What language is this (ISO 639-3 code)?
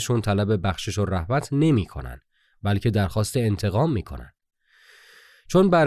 fas